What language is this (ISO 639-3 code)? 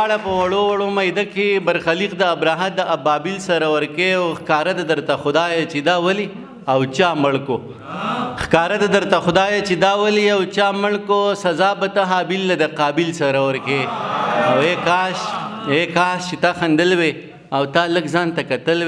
pus